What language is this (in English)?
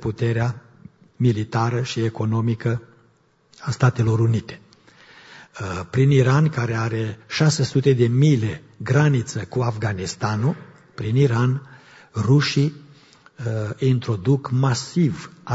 Romanian